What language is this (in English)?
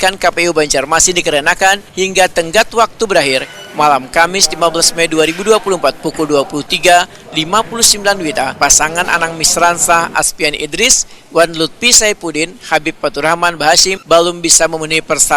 Banjar